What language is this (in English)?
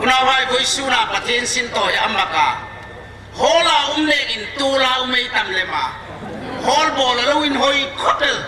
Hmar